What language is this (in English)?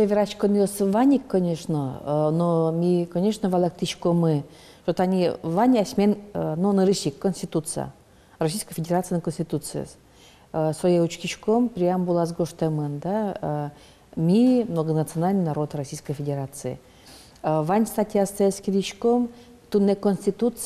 Udmurt